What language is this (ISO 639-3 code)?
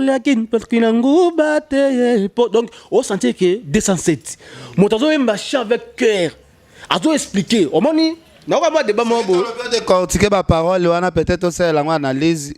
lin